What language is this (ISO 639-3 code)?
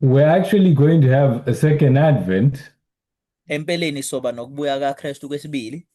zul